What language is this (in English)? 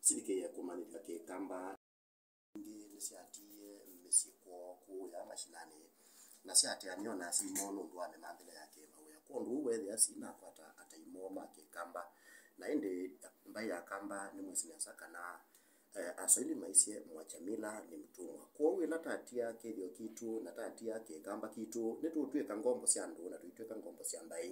Kamba